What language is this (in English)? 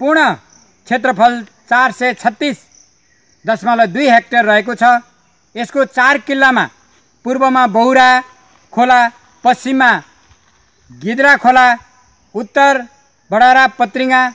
Nepali